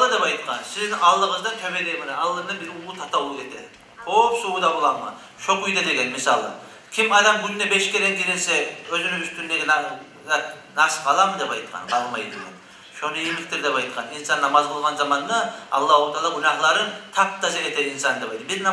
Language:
Kumyk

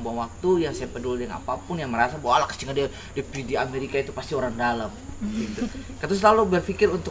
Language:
Ambonese Malay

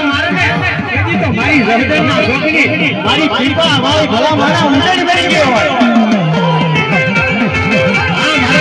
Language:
Gujarati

